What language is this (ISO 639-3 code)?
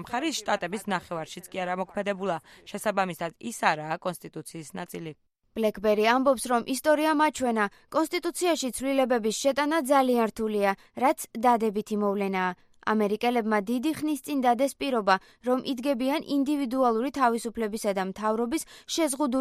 kat